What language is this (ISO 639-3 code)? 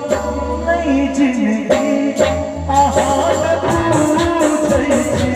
mai